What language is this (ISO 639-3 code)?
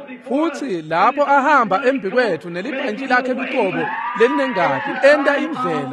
ssw